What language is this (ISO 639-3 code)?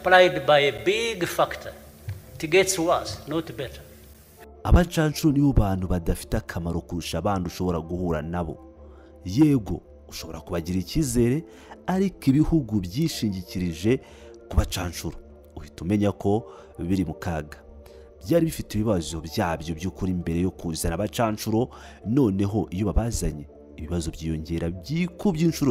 kin